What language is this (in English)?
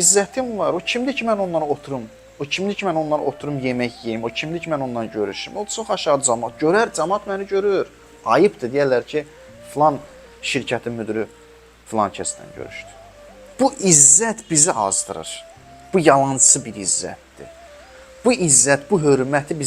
Azerbaijani